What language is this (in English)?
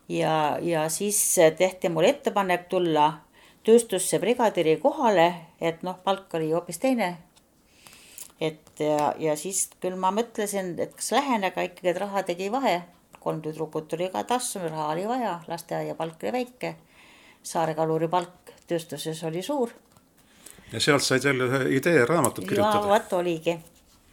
Estonian